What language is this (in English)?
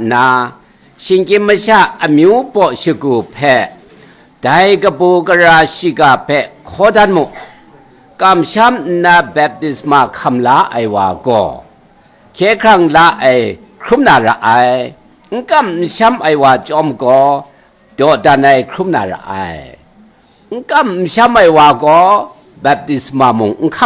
Kachin